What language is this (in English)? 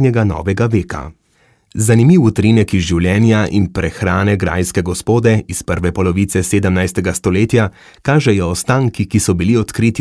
Slovenian